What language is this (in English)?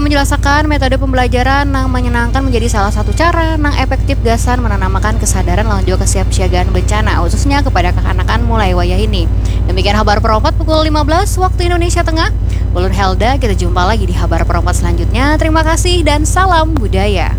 Banjar